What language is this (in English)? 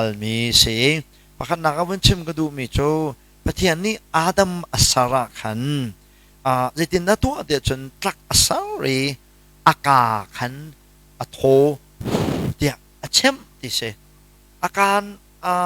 Hakha Chin